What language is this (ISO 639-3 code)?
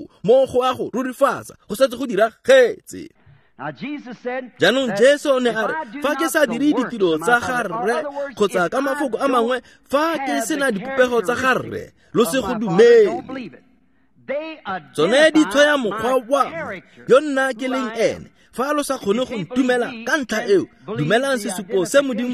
tsn